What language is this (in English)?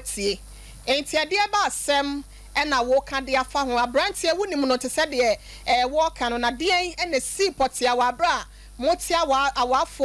Akan